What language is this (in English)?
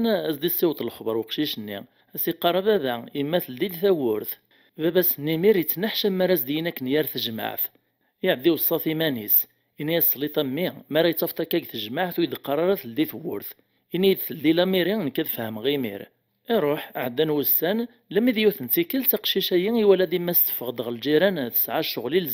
Kabyle